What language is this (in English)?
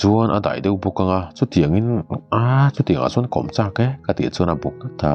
Mizo